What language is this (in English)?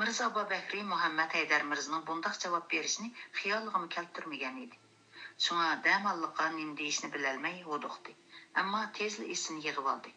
Uyghur